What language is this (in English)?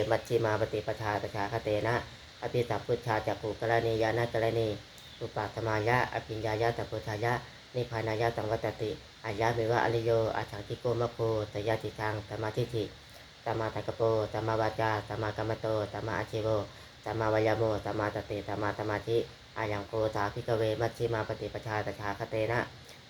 Pali